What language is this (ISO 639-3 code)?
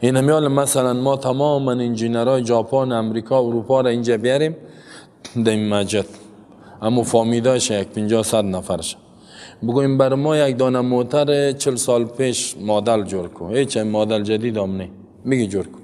fas